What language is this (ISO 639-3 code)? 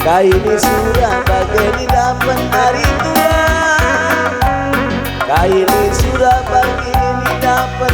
btx